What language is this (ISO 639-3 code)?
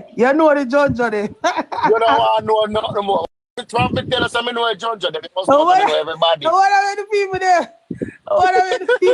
jam